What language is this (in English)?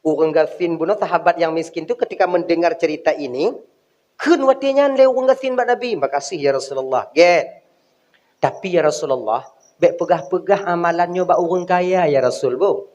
Achinese